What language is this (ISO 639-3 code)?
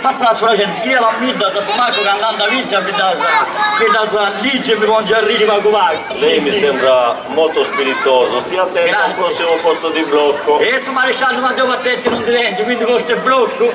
srd